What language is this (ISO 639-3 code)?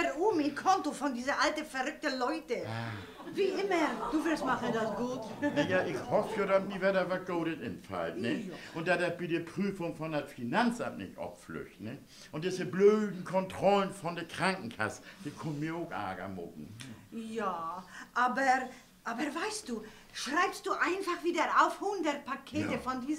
nds